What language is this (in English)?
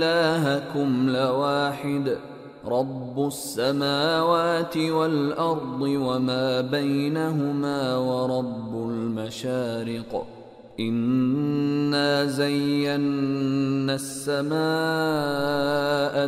Arabic